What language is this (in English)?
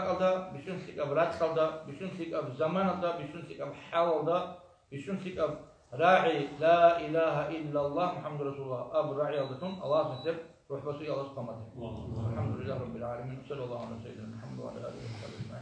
Avaric